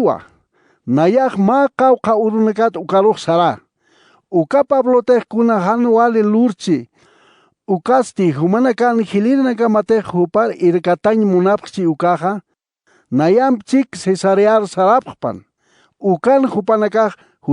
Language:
Aymara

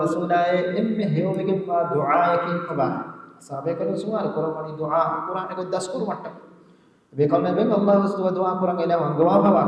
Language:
Divehi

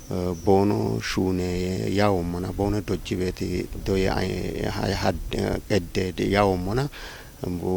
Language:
Kafa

